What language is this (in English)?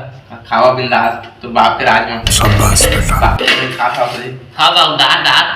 Chhattisgarhi